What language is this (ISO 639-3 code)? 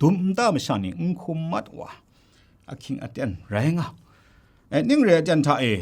kac